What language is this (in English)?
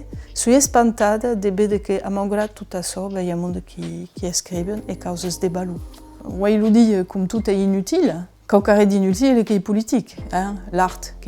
Occitan